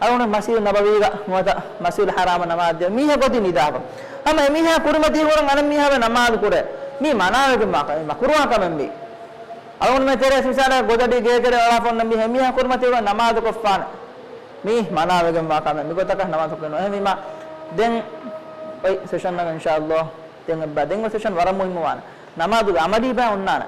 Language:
Divehi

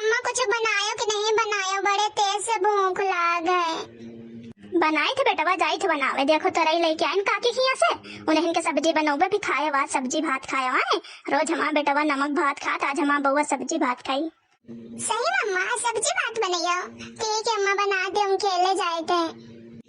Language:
Awadhi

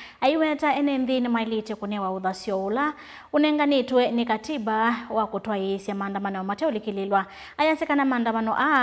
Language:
Kamba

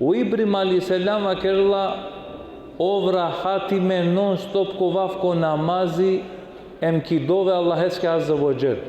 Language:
Balkan Romani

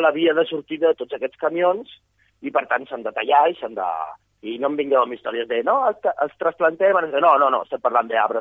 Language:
Catalan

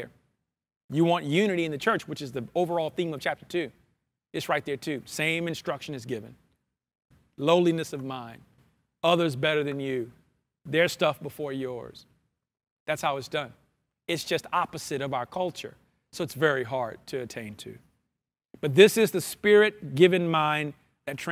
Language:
English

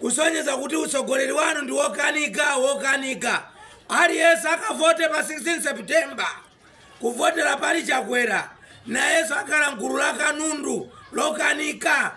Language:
Nyanja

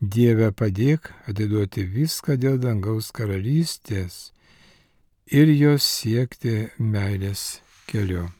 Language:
Lithuanian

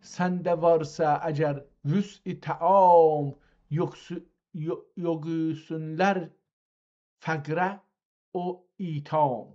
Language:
South Azerbaijani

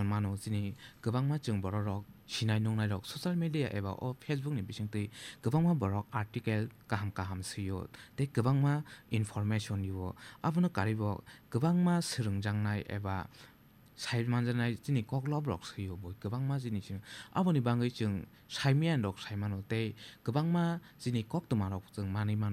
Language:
Kok Borok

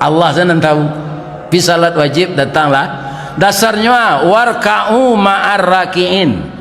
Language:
Minangkabau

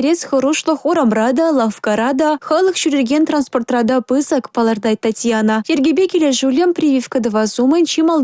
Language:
Chuvash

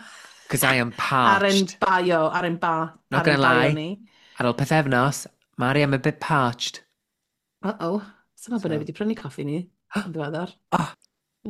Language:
Welsh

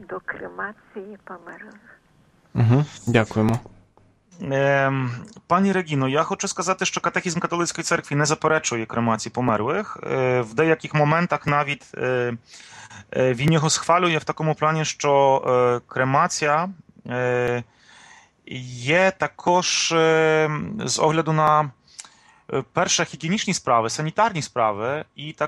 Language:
Ukrainian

